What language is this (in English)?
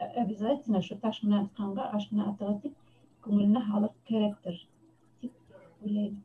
Bashkir